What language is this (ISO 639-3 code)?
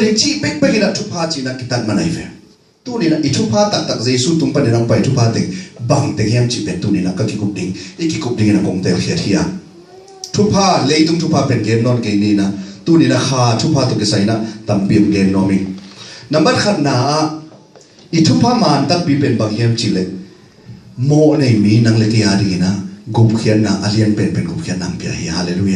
ctd